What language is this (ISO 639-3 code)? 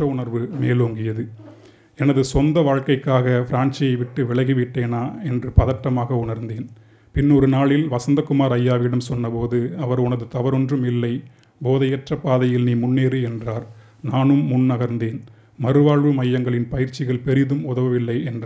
tam